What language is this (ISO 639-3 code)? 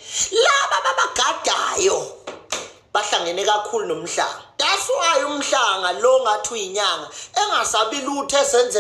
zul